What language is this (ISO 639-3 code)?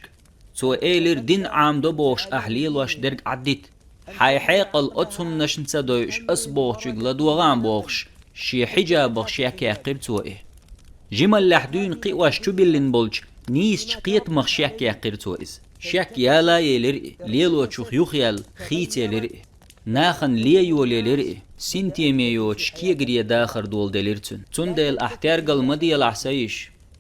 che